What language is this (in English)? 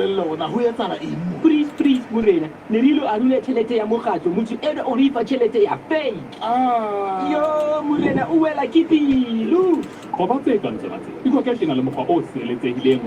Southern Sotho